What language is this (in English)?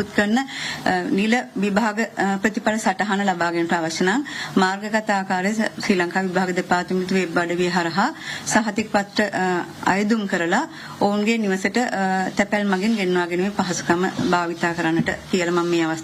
Sinhala